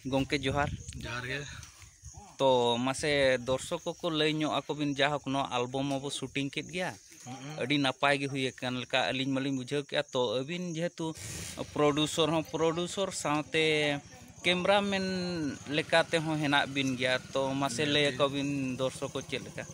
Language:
Santali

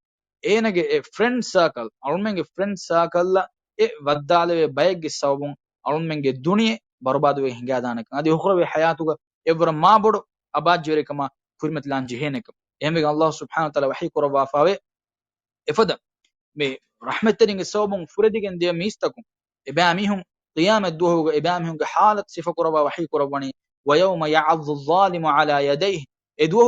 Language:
Divehi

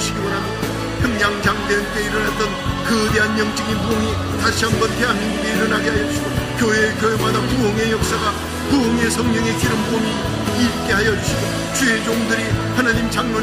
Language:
Korean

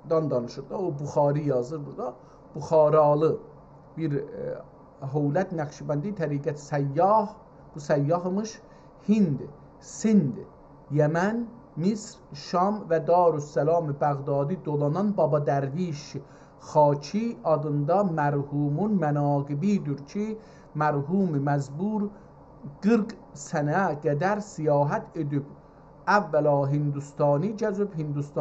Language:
South Azerbaijani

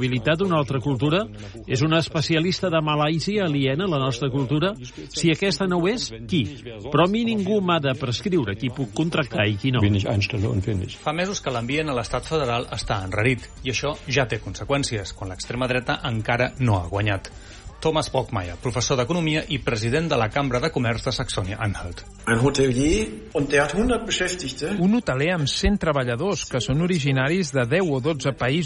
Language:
Catalan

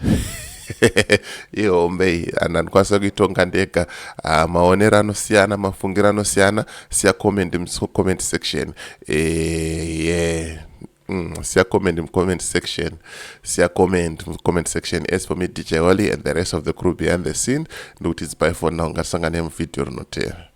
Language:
Shona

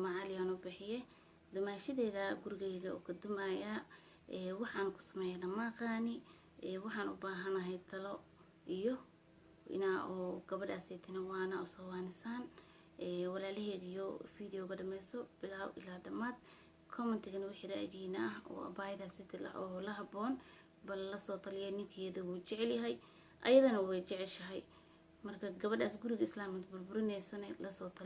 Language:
Somali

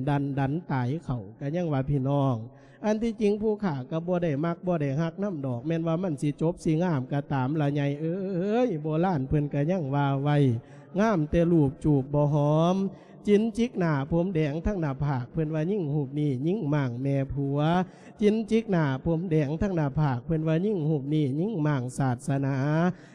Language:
Lao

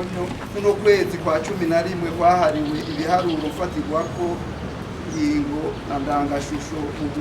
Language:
Rundi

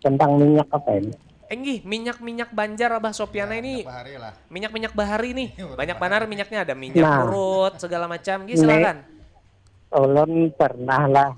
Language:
Banjar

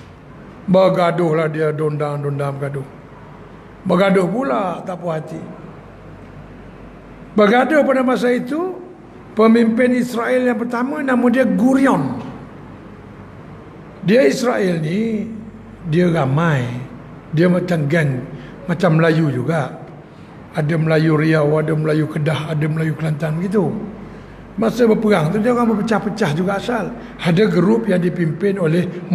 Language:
Malay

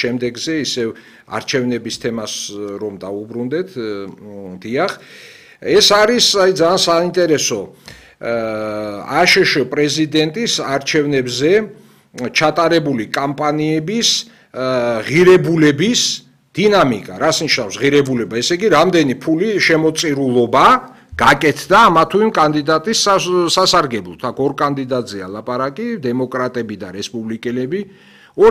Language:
Georgian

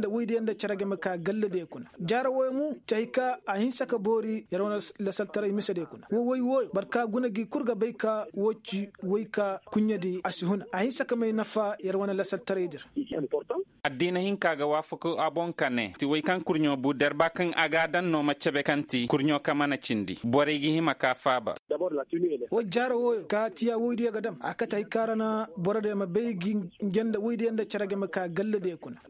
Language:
Koyraboro Senni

